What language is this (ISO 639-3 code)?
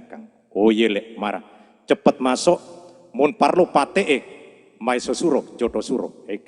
mad